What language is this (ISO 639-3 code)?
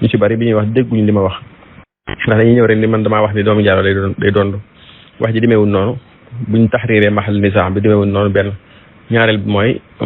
wol